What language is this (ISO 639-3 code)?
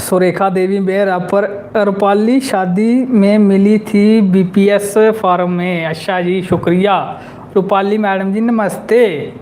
doi